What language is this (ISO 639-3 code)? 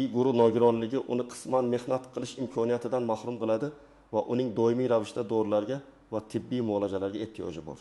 uzb